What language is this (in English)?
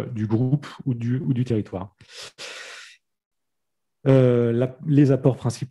French